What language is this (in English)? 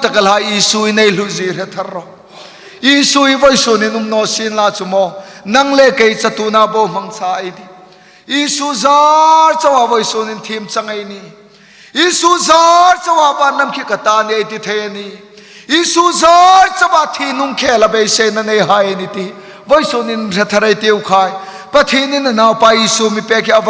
Hmar